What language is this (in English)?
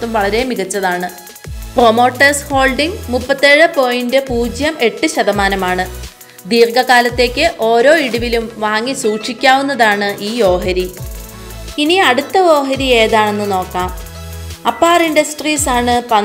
Malayalam